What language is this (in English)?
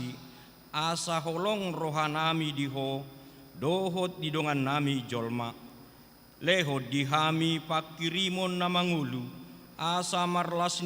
Batak Toba